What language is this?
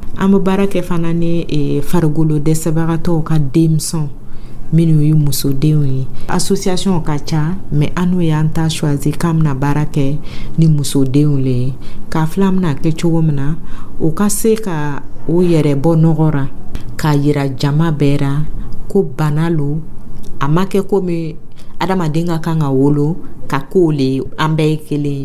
Dyula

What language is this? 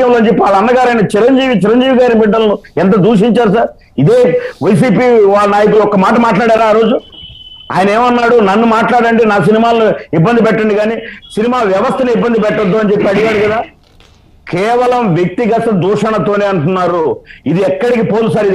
Telugu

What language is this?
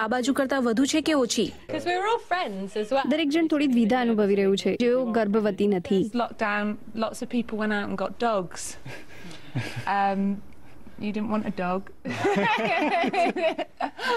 Gujarati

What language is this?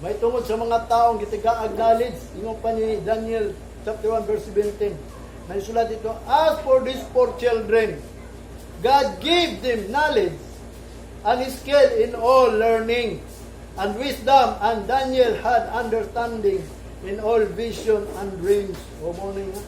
Cebuano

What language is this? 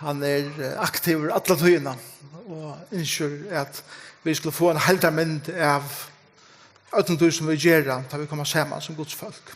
Faroese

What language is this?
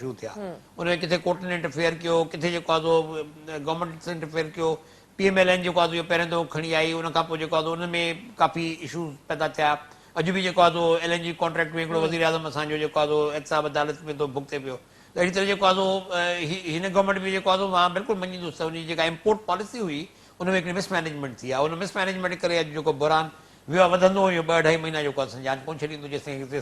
Sindhi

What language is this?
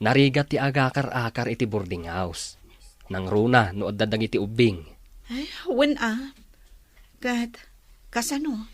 Iloko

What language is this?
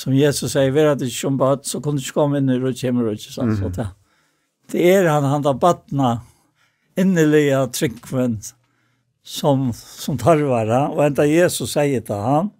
Faroese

